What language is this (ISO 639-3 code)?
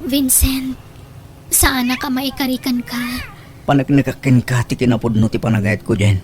ilo